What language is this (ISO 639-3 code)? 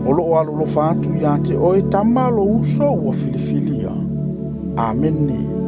smo